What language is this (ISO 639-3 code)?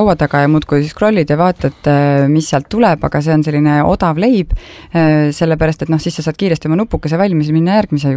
est